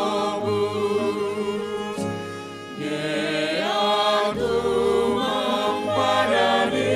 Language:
Batak Simalungun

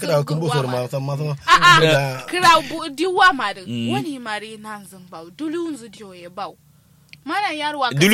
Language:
Kanuri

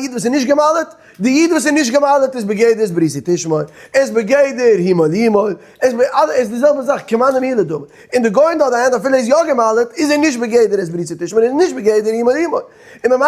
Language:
Yiddish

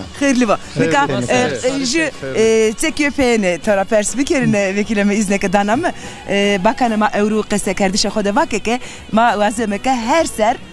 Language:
Zaza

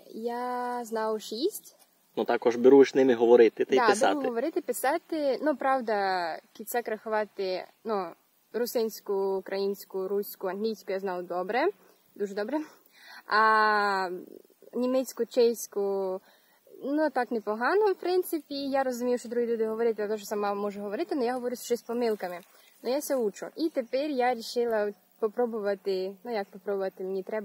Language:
Rusyn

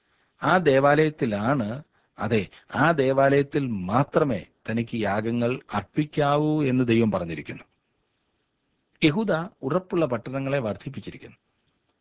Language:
Malayalam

